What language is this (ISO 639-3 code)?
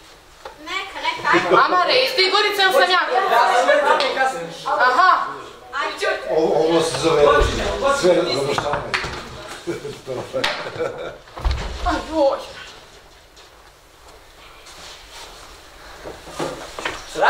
srp